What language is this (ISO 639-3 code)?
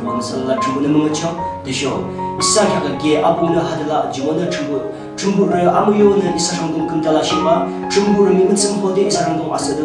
yim